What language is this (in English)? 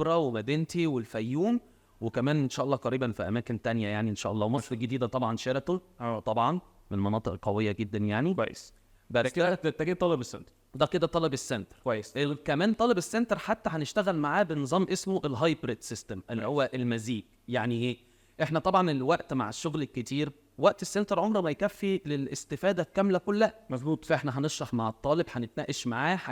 Egyptian Arabic